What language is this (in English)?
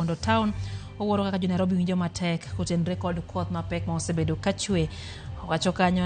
Luo (Kenya and Tanzania)